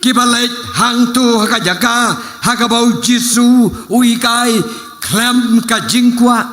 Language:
Khasi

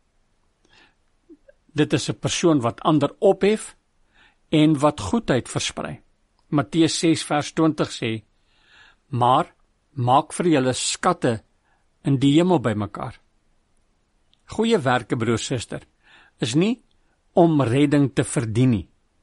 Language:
Afrikaans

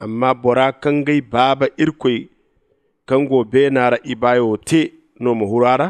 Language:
Zarma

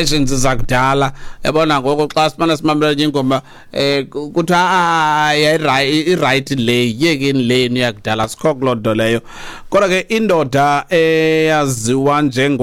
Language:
Xhosa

